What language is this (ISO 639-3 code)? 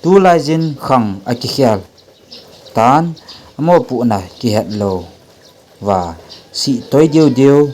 tcz